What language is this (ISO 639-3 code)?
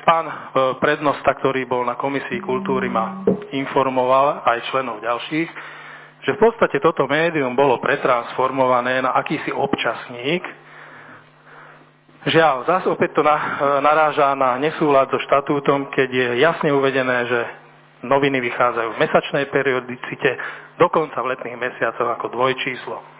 slk